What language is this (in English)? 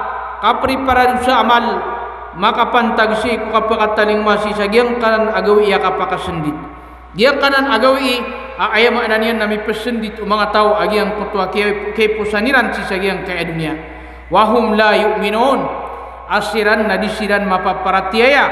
Maranao